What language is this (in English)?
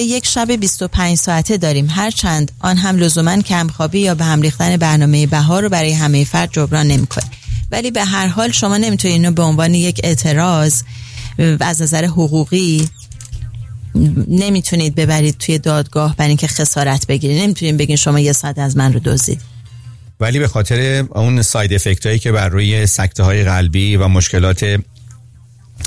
Persian